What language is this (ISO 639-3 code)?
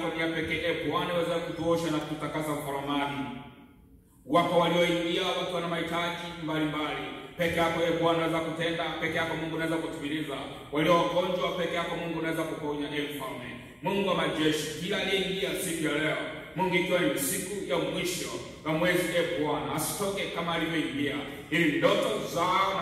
swa